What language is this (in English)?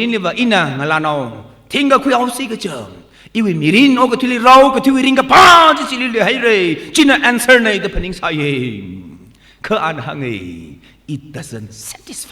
Tangkhul Naga (India)